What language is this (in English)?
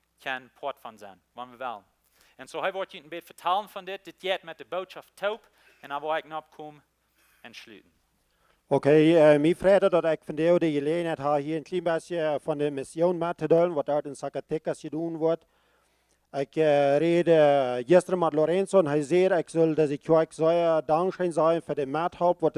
Plautdietsch